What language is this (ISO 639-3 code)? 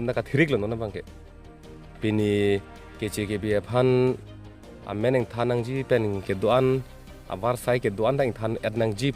mjw